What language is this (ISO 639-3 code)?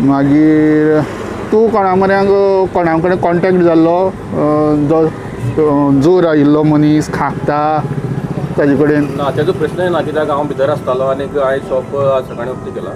kok